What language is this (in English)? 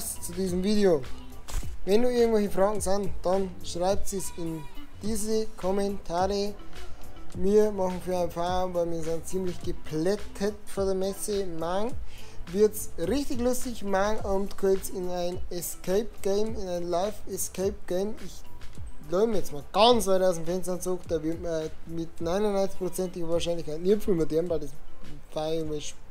Bavarian